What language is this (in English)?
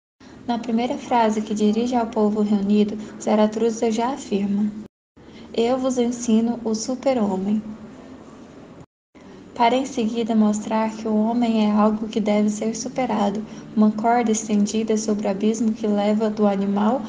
Portuguese